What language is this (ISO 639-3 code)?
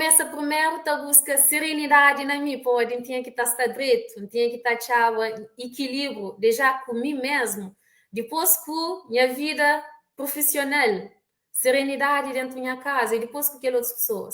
kea